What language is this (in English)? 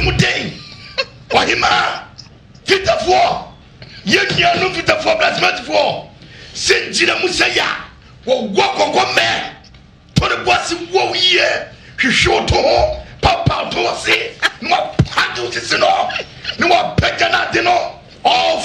Akan